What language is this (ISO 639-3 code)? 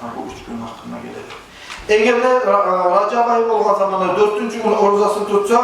kum